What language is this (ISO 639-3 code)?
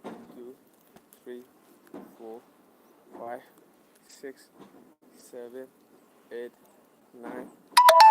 mni